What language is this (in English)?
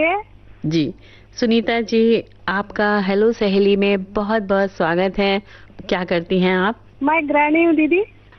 Hindi